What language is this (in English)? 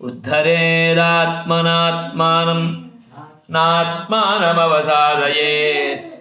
Sanskrit